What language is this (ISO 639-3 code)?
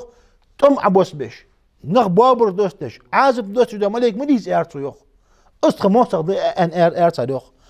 inh